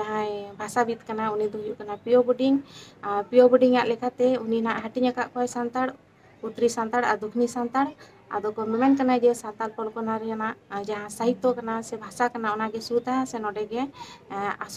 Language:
Santali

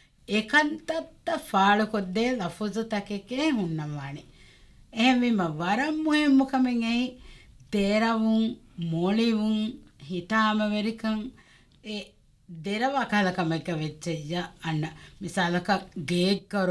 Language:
Divehi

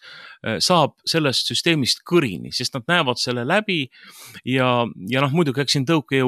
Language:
Estonian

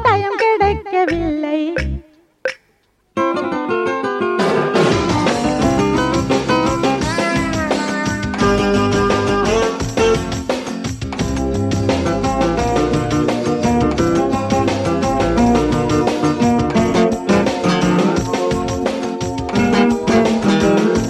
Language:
Tamil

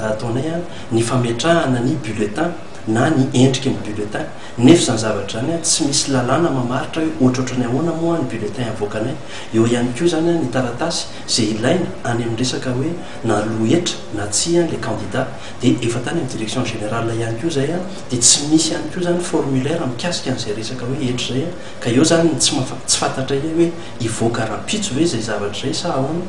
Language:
Malagasy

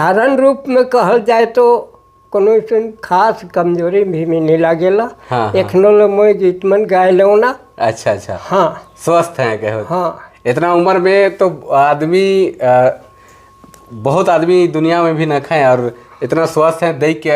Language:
Sadri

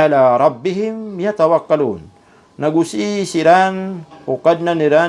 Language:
Maranao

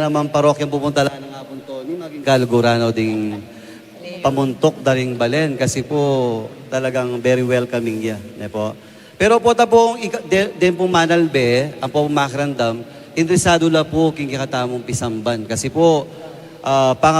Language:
Pampanga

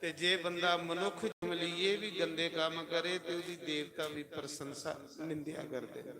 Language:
Dogri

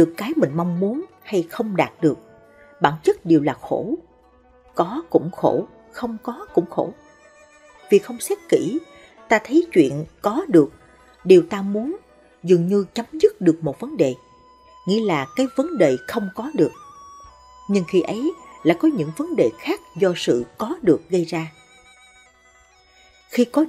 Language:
Vietnamese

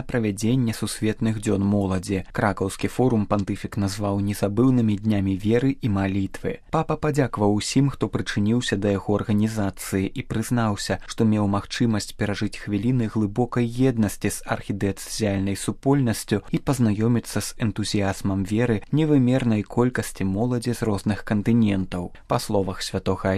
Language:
Belarusian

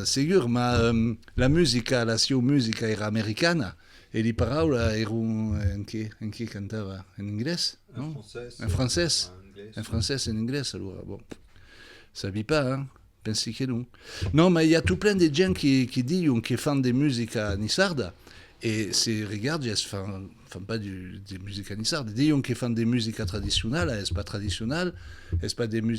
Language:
Occitan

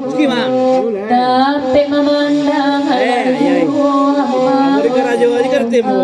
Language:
Minangkabau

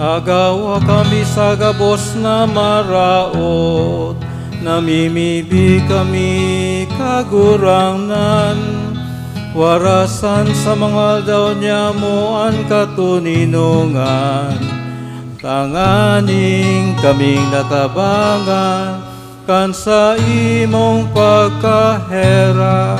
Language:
Bikol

